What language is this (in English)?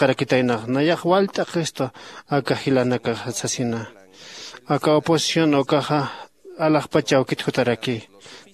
Aymara